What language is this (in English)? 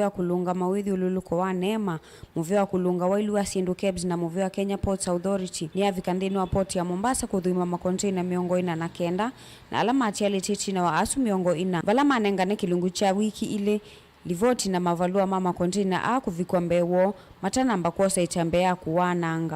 Kamba